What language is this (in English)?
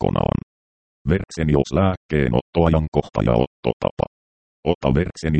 Finnish